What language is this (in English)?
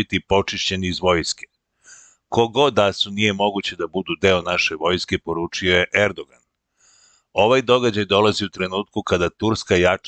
Serbian